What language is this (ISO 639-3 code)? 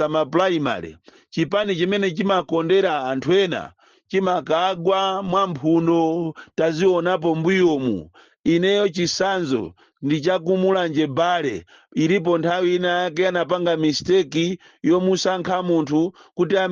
nya